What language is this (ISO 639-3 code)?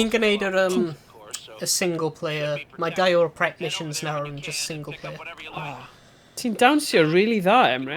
cym